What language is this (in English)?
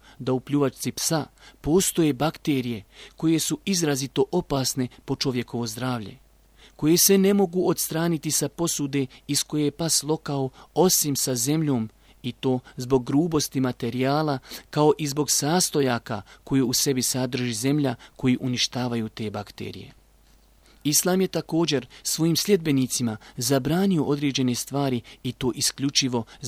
Bosnian